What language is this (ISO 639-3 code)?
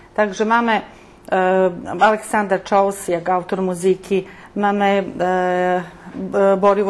rue